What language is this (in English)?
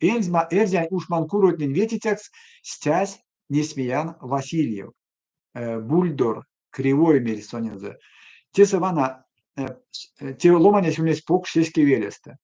Erzya